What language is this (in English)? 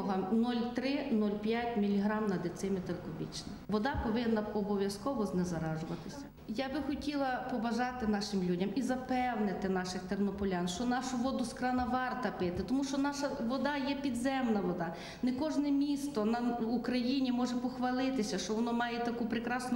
Ukrainian